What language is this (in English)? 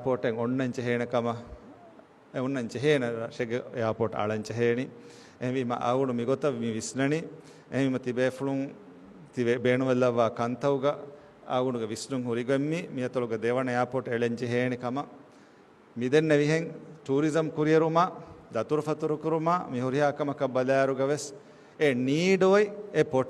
Divehi